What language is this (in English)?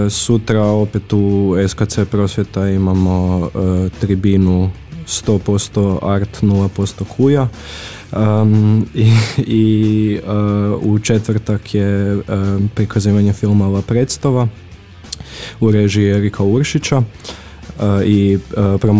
Croatian